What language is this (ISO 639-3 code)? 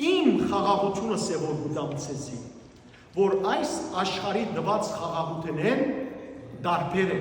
hyw